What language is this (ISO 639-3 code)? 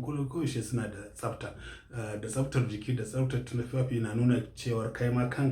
hau